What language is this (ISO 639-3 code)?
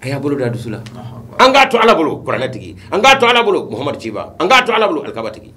bam